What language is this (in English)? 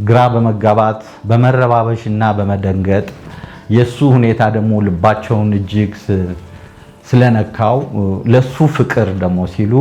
Amharic